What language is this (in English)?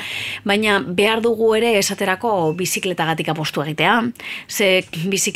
Basque